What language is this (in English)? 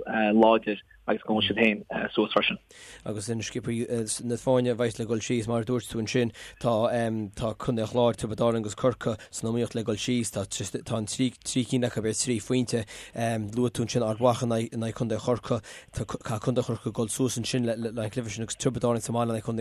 Irish